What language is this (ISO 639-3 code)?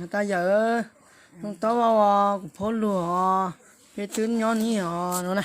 hmn